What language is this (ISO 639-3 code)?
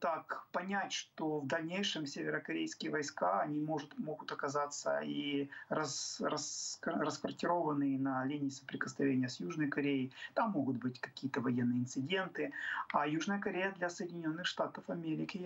rus